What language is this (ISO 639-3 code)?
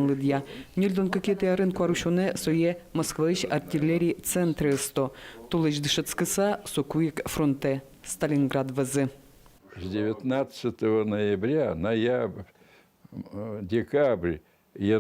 udm